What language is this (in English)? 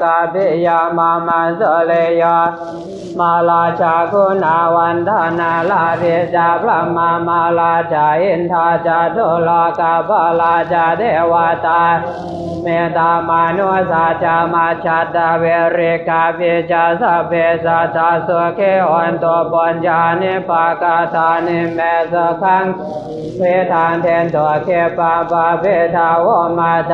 Pali